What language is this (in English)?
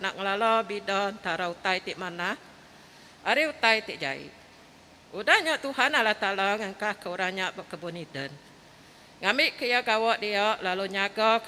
Iban